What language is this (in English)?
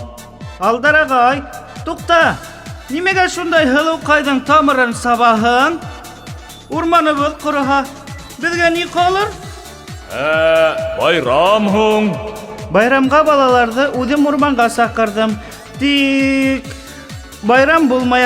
Bashkir